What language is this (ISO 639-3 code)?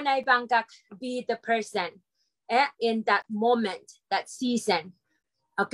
pon